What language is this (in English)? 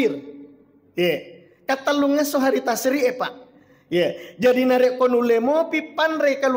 Buginese